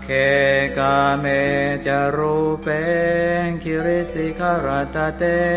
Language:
Pali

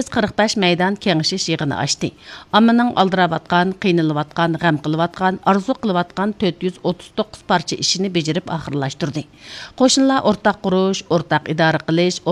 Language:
Uyghur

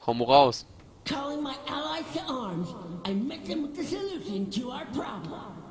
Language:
Palatine German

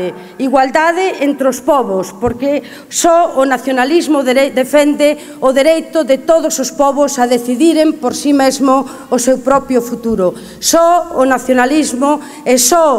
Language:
Galician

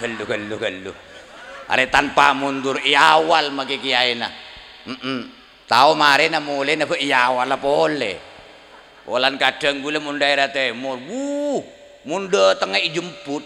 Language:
Madurese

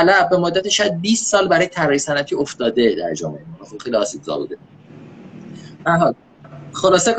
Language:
Persian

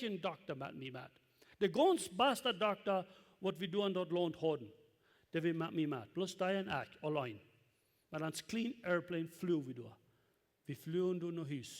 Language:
Plautdietsch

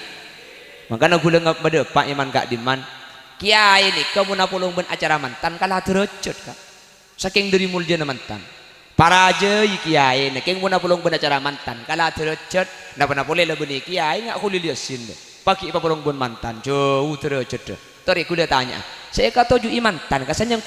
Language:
Madurese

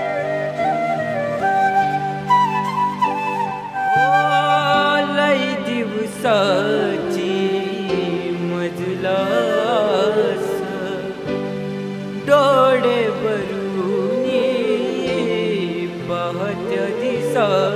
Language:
Marathi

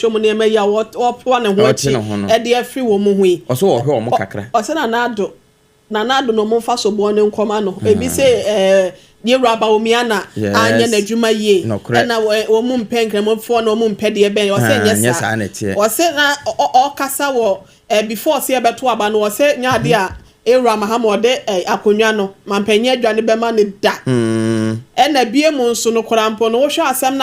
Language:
Akan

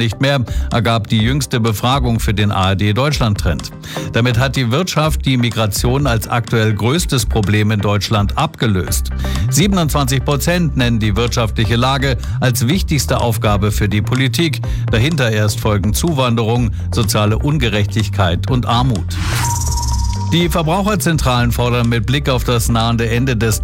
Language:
German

